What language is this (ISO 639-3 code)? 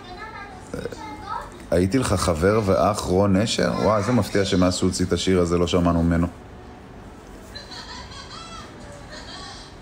heb